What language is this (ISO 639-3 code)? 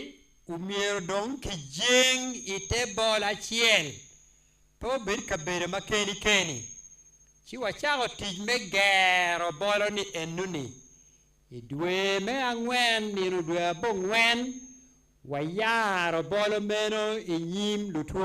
ach